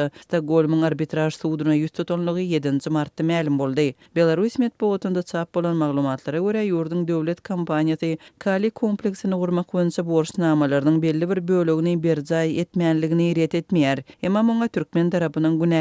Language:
Turkmen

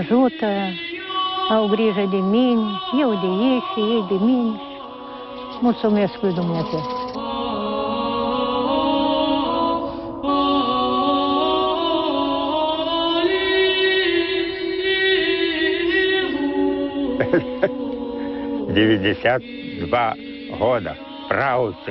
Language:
Romanian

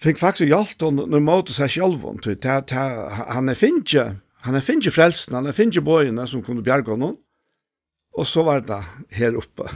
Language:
Faroese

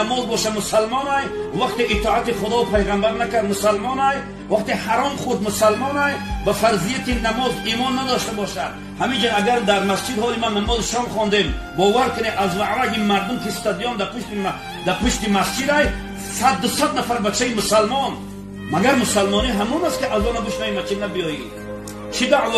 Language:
Tajik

